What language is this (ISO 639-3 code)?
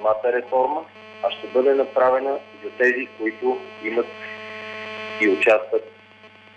bul